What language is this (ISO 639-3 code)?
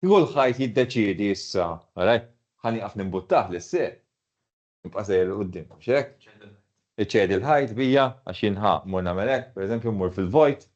mlt